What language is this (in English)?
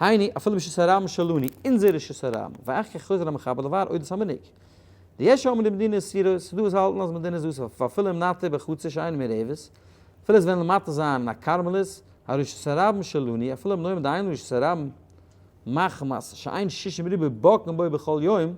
Yiddish